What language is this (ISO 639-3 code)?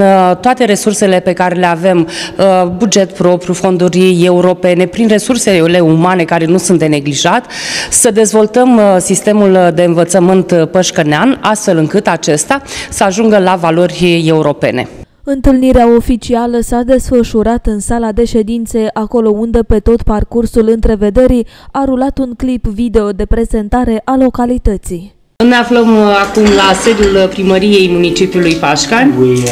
ron